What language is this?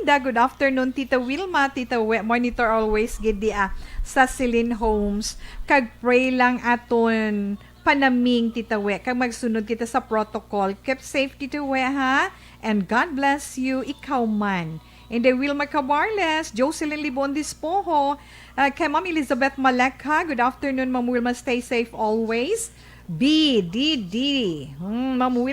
Hiligaynon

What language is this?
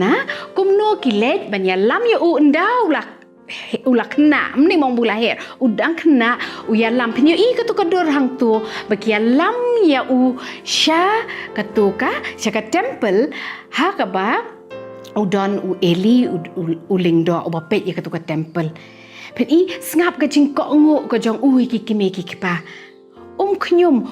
Khasi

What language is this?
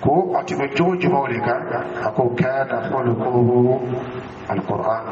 Dyula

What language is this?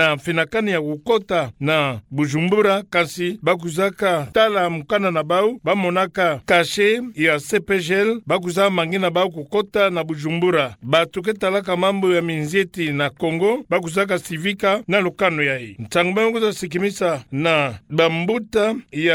Kituba (Democratic Republic of Congo)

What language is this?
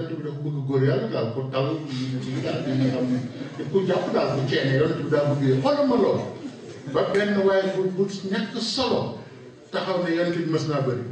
Wolof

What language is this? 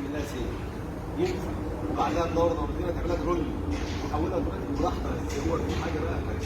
Egyptian Arabic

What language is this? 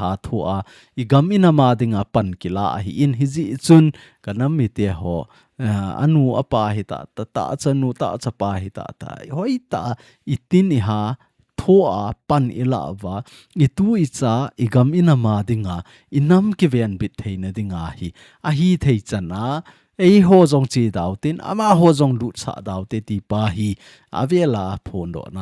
Thado Chin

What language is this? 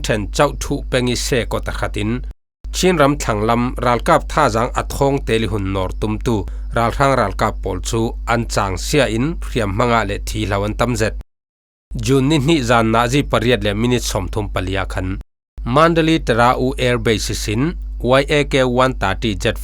Falam Chin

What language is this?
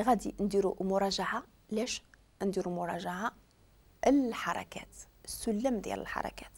Moroccan Arabic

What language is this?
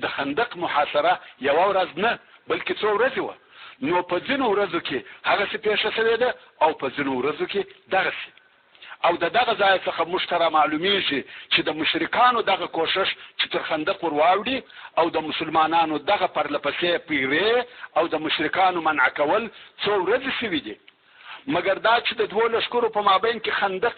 Pashto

